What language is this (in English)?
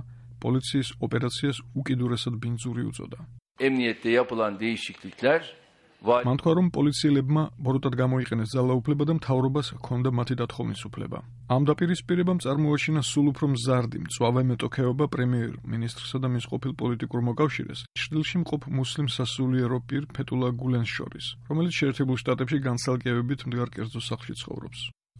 Georgian